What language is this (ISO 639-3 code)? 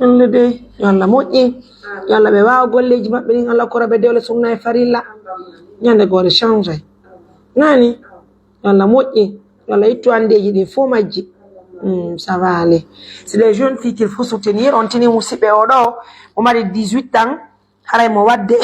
fuf